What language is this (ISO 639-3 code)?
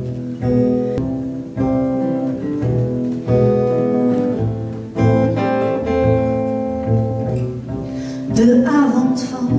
nld